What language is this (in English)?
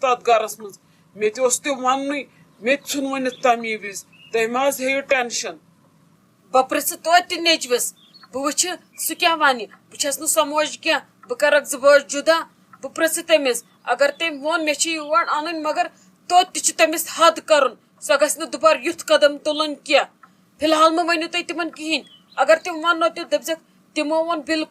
Kashmiri